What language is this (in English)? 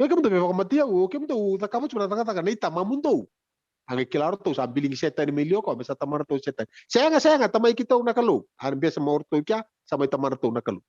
Fijian